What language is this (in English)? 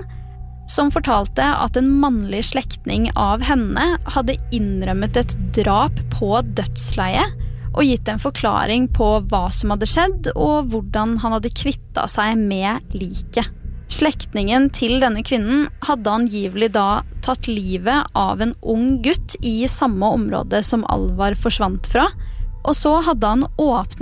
Norwegian